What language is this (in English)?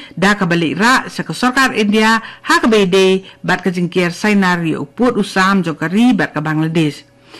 Khasi